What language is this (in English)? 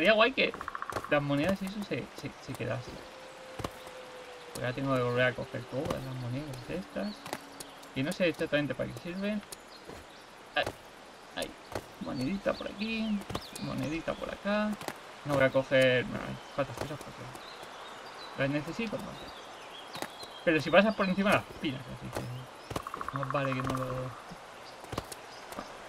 Spanish